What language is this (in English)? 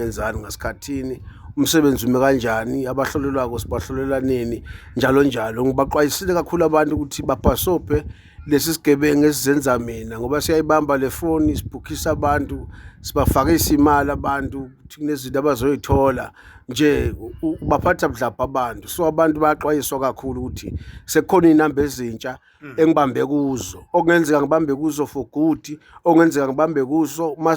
Zulu